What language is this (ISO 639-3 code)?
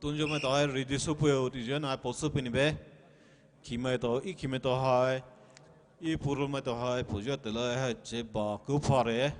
pmx